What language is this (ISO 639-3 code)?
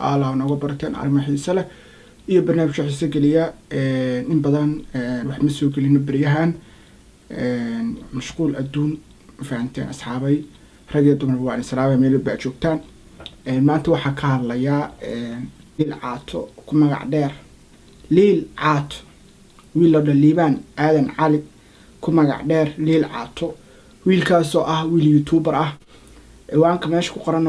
som